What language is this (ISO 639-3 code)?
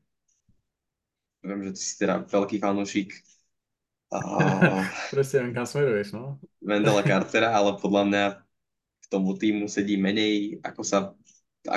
slk